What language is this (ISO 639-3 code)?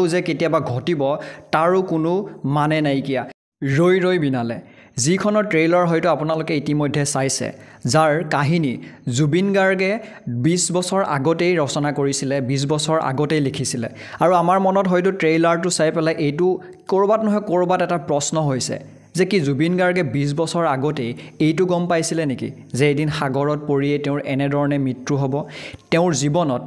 asm